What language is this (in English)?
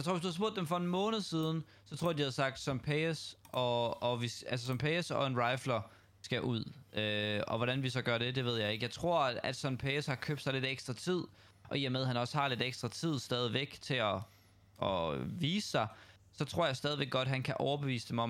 Danish